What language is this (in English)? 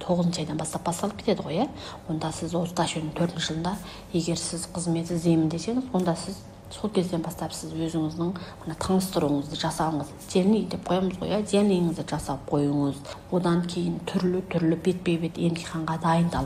Kazakh